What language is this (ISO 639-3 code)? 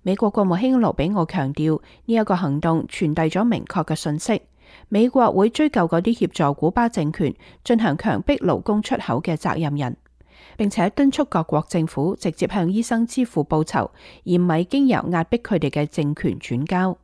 yue